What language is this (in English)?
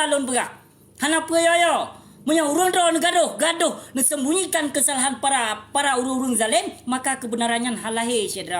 Achinese